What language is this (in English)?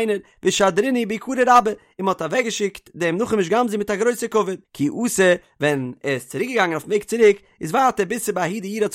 Yiddish